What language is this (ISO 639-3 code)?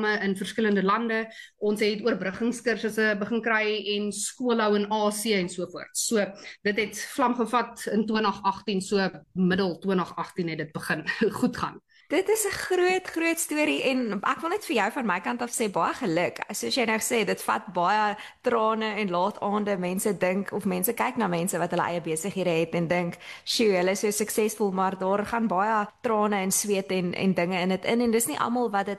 afr